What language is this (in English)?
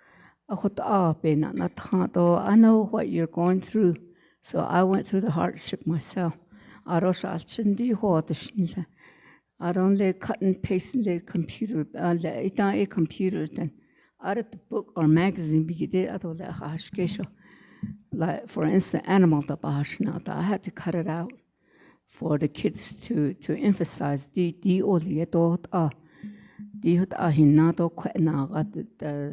Navajo